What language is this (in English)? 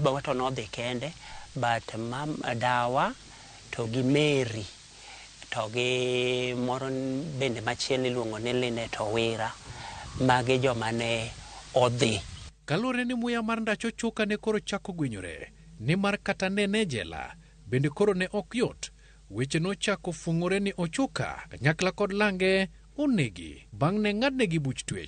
Luo (Kenya and Tanzania)